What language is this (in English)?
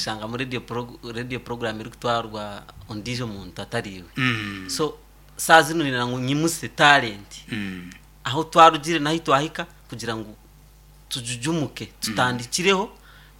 Nyankole